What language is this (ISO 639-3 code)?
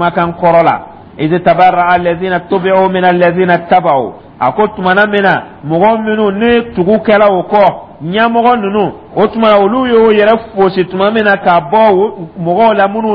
dyu